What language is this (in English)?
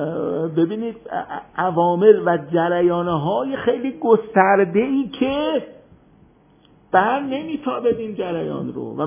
Persian